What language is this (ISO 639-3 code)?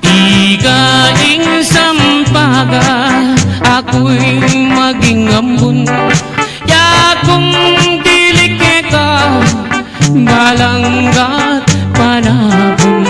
pam